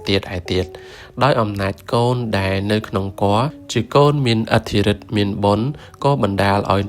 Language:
Khmer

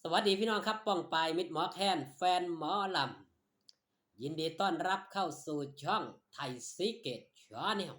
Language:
Northeastern Thai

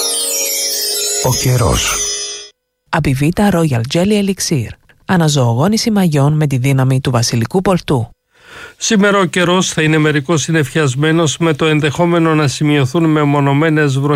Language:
Greek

